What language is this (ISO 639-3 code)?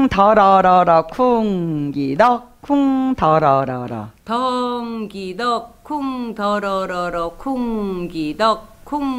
kor